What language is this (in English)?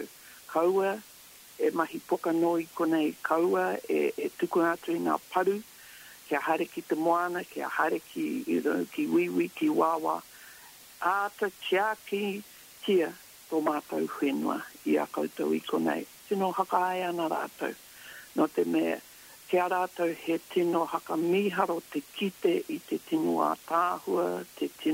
Māori